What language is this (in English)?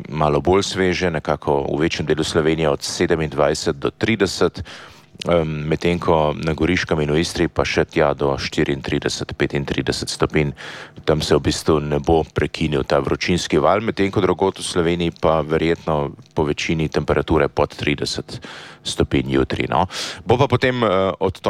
Slovenian